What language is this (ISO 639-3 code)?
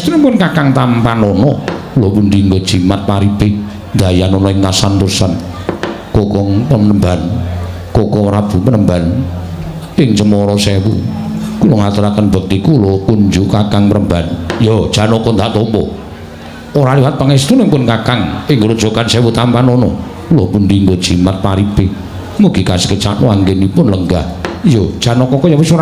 jav